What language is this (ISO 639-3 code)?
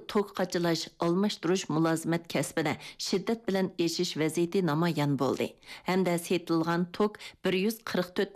uig